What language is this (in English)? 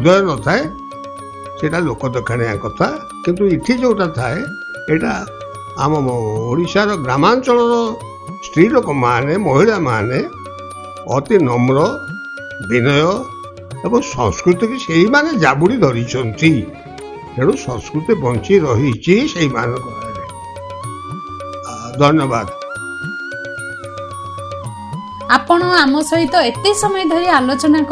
Odia